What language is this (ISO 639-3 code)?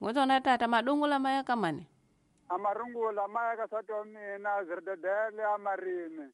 tso